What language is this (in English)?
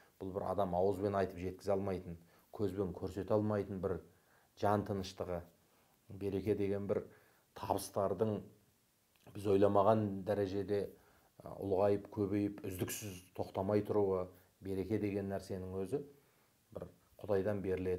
Kazakh